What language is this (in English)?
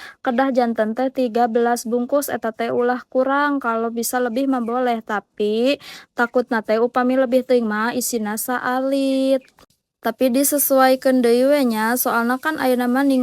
Sundanese